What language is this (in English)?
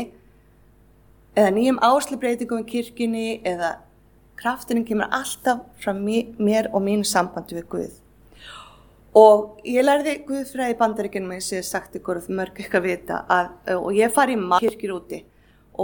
Icelandic